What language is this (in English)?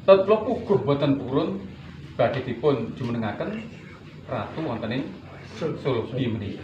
Javanese